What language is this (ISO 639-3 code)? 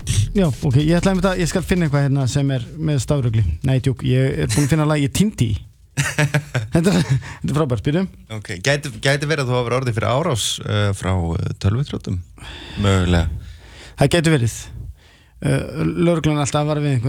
isl